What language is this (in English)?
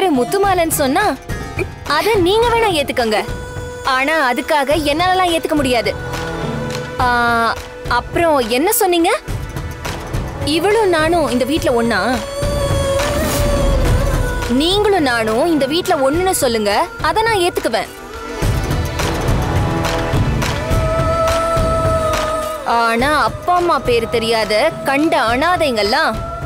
Tamil